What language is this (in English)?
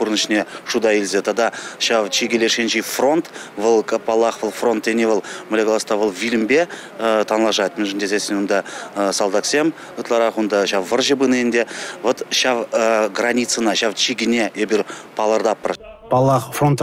Chuvash